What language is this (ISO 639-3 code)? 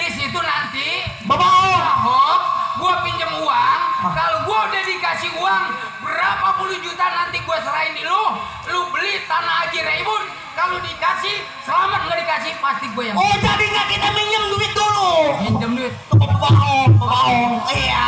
bew